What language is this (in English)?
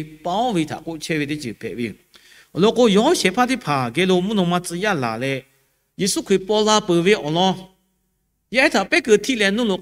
Lahu